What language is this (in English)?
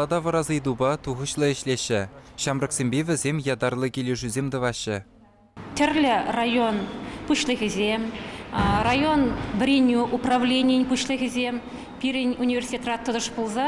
Chuvash